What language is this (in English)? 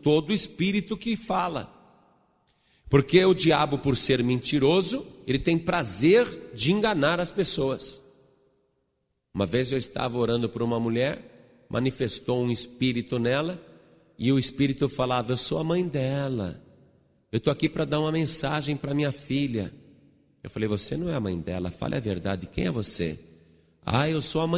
Portuguese